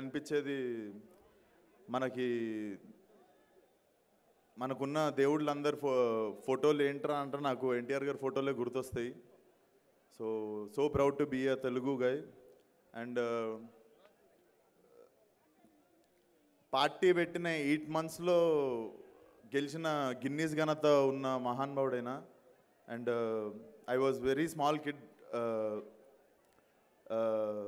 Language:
Telugu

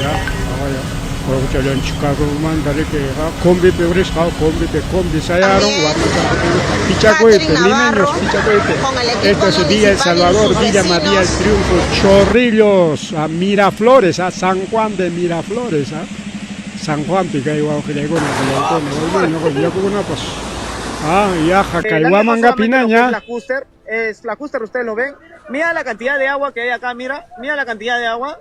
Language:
Ayacucho Quechua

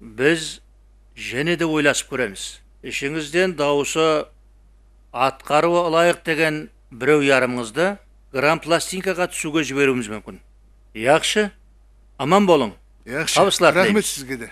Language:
Kara-Kalpak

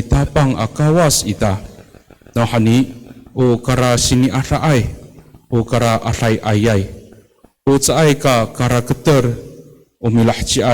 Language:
Amis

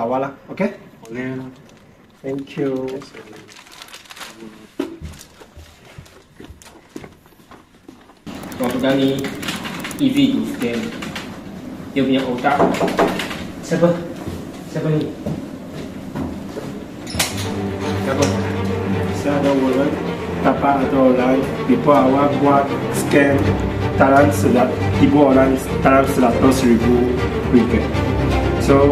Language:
Malay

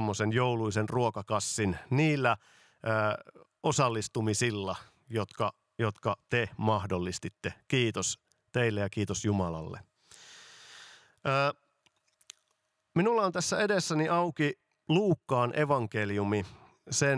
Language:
Finnish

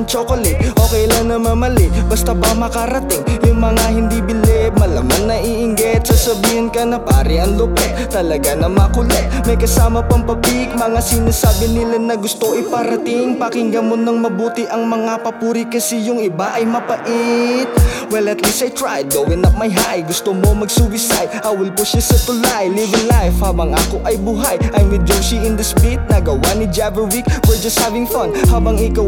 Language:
Filipino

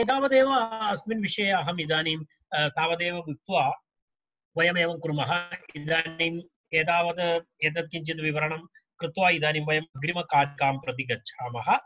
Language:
Sanskrit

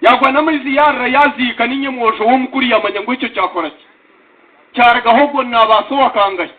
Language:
Nyankole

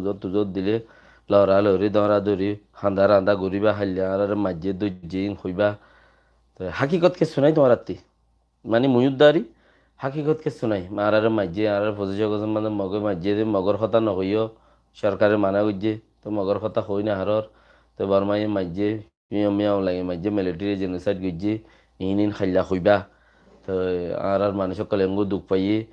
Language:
Rohingya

